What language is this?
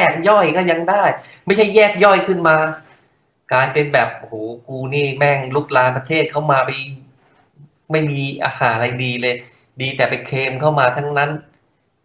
Thai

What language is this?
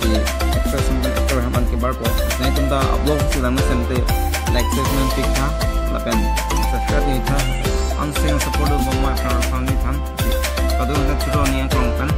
Karbi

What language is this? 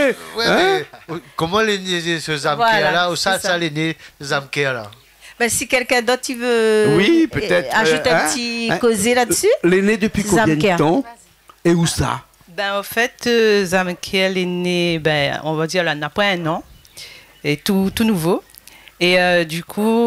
Réunion Creole French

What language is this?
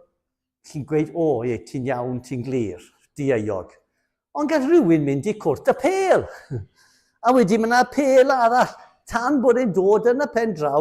Welsh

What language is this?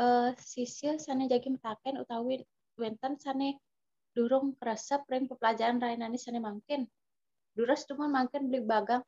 Balinese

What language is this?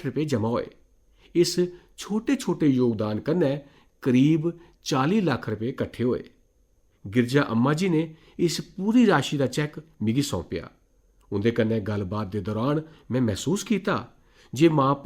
Dogri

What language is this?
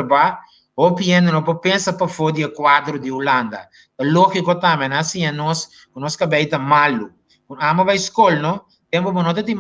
Papiamento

